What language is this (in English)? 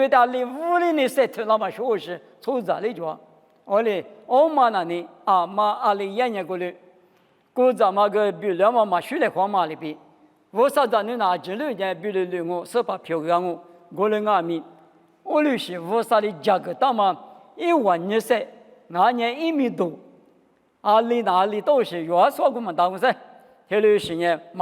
Lisu